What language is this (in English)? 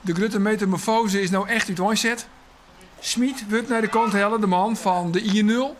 Western Frisian